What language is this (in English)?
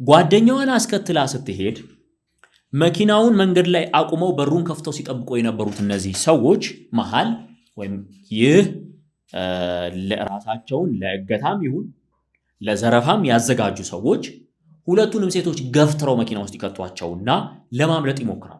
Amharic